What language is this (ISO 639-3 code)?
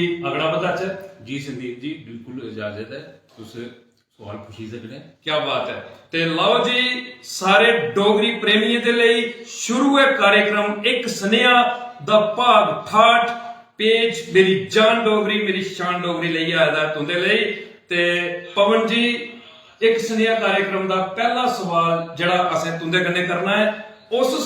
doi